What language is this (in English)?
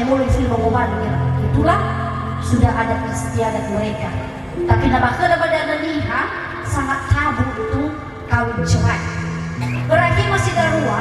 Nias